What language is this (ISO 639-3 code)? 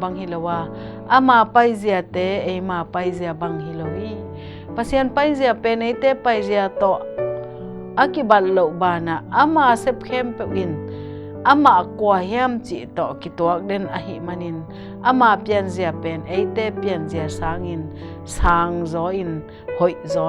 ctd